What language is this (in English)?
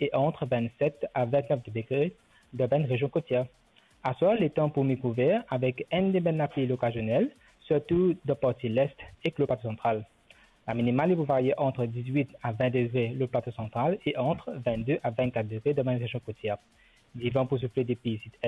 Morisyen